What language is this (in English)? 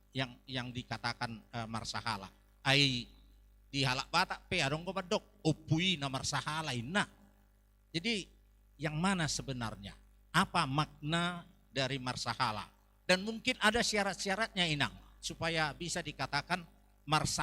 Batak Toba